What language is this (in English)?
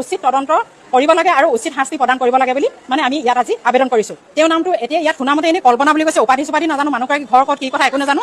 Assamese